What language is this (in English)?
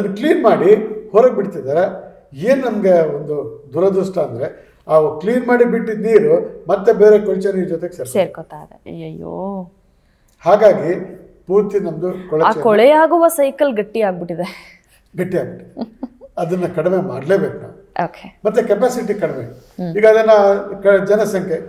Kannada